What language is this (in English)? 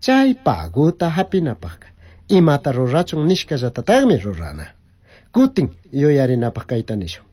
Chimborazo Highland Quichua